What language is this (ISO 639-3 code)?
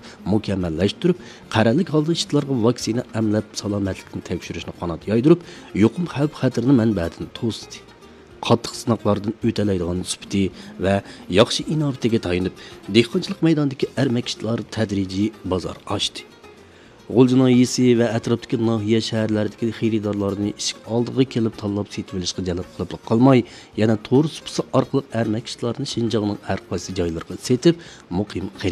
uig